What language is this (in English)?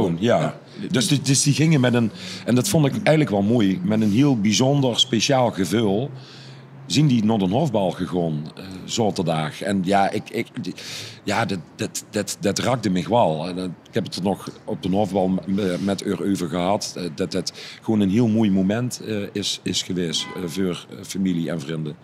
Limburgish